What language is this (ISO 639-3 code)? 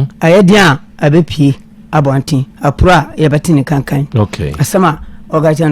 aka